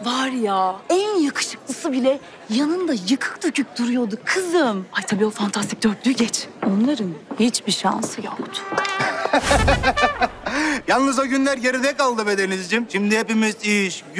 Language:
Turkish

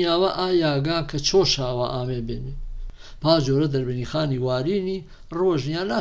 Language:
Gurani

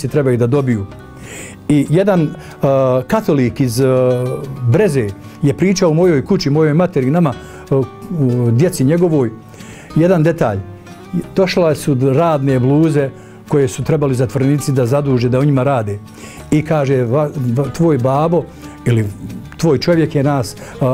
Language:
Bosnian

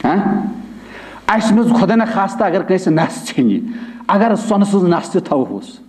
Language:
Kashmiri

